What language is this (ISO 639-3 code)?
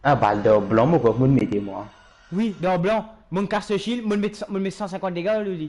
mfe